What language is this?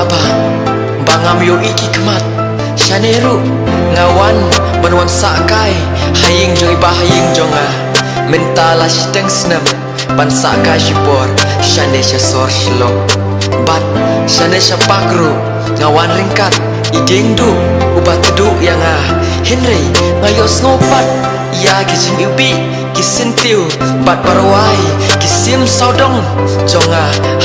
Khasi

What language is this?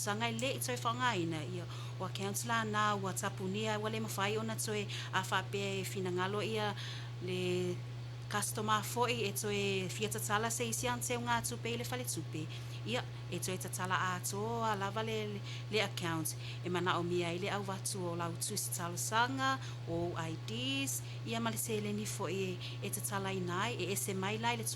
Samoan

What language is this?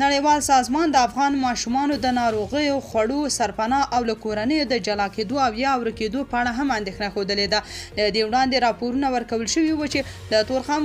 Pashto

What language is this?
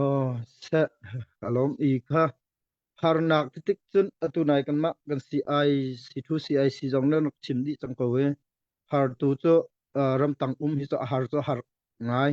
Hakha Chin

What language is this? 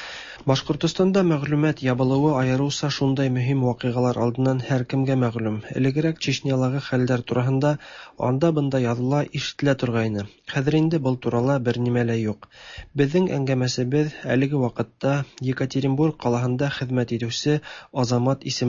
Tatar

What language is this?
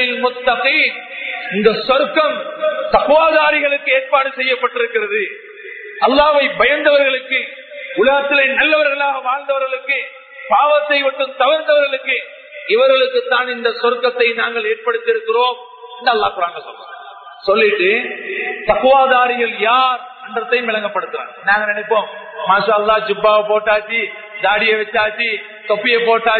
Tamil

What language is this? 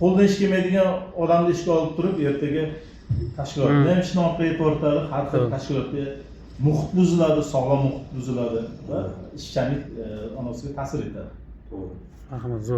Uzbek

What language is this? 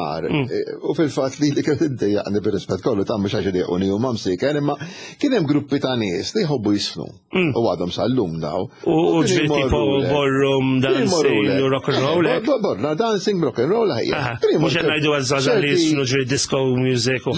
Maltese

